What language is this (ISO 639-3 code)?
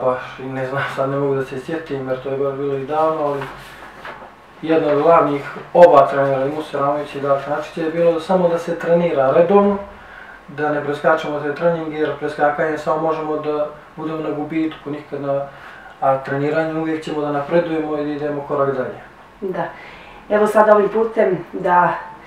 bos